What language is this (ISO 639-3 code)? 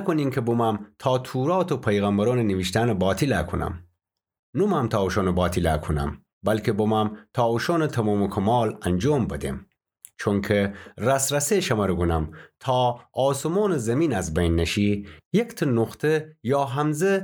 glk